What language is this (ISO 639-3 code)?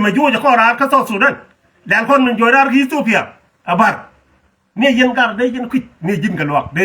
nus